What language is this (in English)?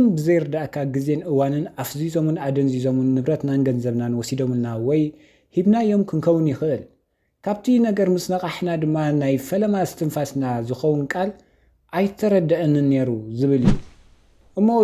Tigrinya